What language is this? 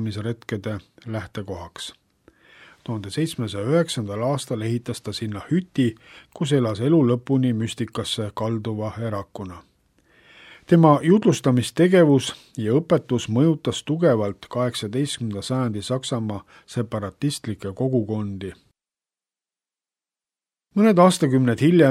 Estonian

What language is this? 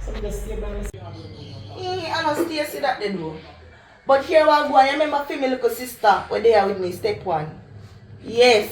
Jamaican Creole English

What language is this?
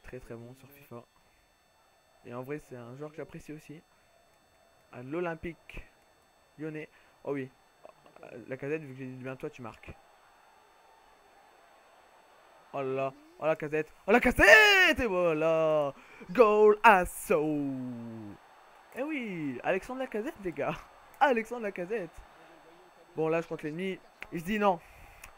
French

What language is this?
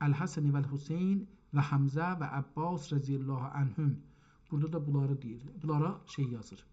South Azerbaijani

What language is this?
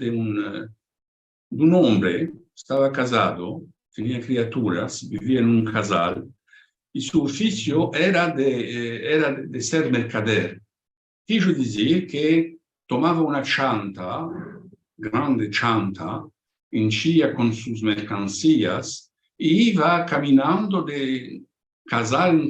Ladino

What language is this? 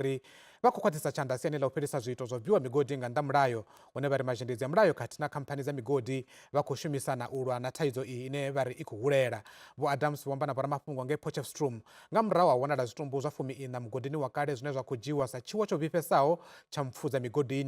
Venda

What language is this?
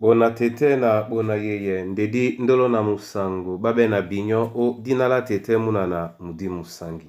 Duala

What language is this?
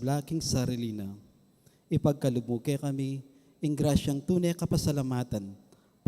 Pampanga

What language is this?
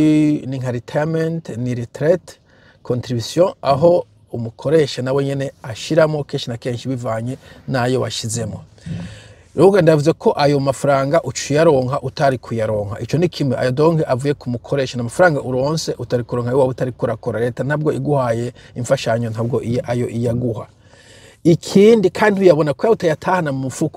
Rundi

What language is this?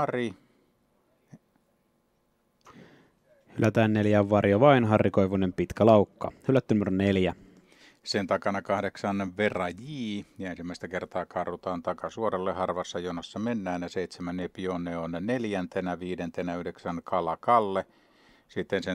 Finnish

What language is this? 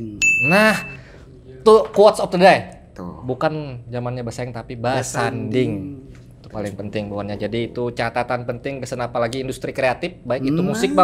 Banjar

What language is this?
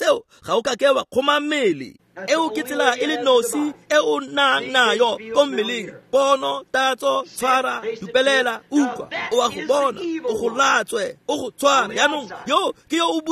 Tswana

